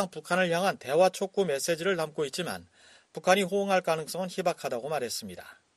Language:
Korean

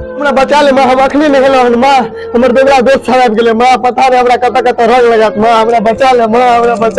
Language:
Maithili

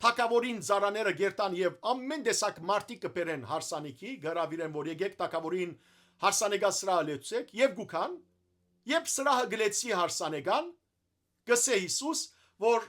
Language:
Western Armenian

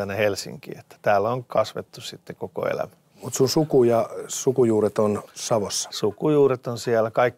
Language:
Finnish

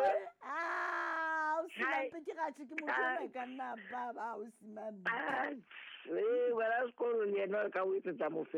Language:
Southern Sotho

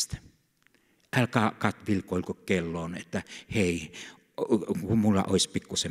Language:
Finnish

